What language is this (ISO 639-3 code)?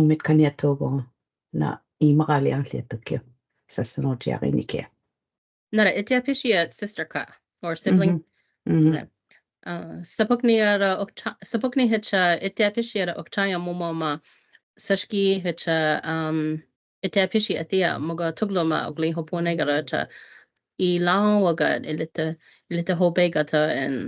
cho